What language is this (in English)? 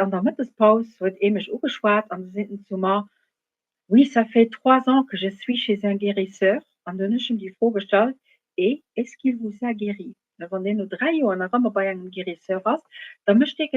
Luxembourgish